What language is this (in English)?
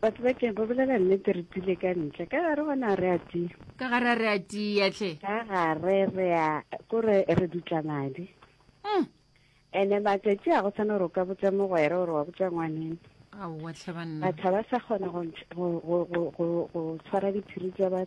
Northern Sotho